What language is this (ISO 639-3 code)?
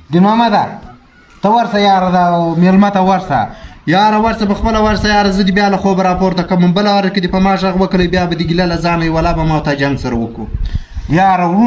pus